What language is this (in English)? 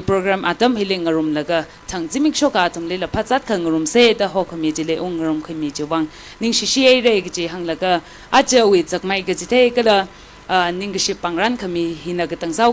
Tangkhul Naga (India)